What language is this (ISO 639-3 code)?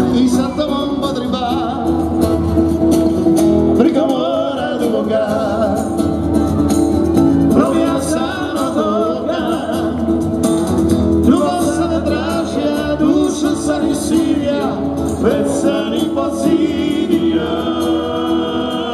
hrv